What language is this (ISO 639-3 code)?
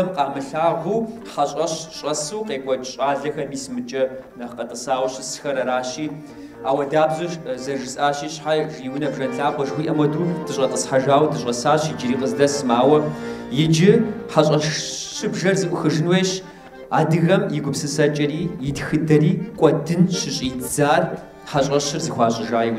kbd